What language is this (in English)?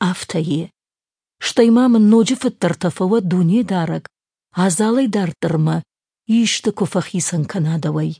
Ossetic